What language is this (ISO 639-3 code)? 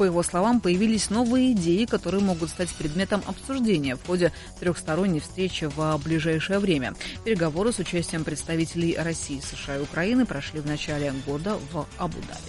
rus